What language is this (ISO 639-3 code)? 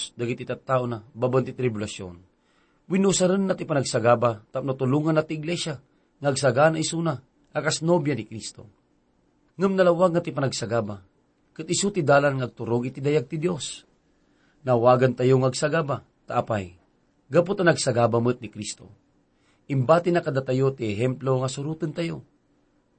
ilo